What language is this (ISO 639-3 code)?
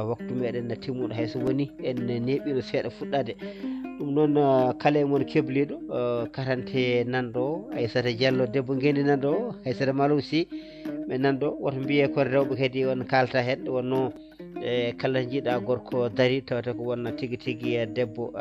ful